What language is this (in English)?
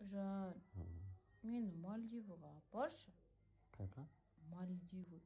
Kazakh